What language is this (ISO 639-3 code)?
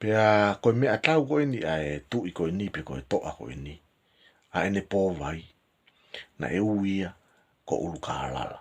ton